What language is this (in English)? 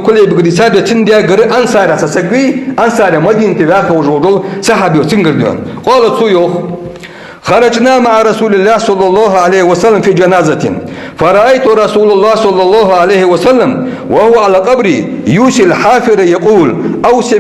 Ingush